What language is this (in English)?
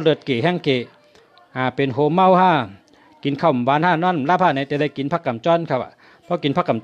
Shan